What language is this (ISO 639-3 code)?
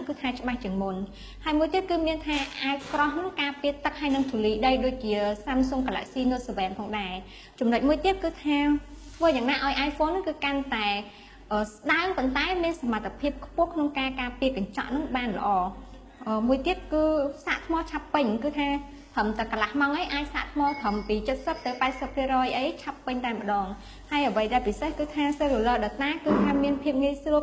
khm